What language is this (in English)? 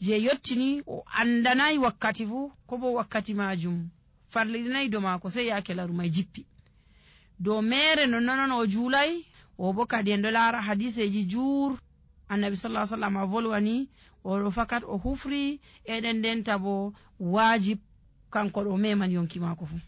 Nigerian Fulfulde